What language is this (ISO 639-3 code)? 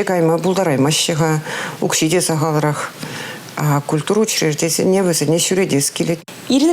chv